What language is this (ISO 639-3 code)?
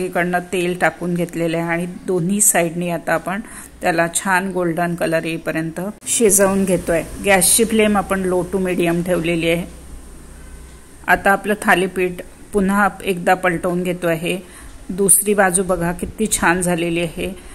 mar